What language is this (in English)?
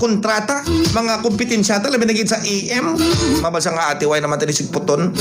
Hiligaynon